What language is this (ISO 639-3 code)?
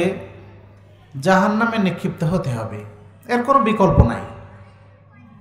ben